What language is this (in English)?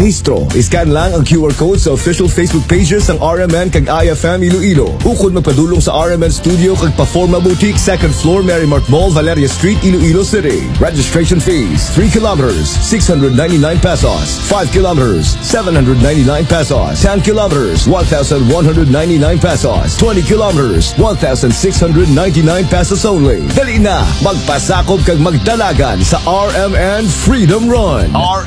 Hiligaynon